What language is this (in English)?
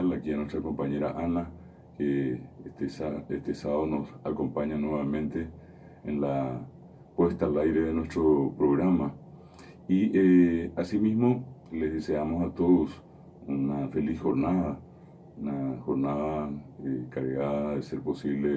Guarani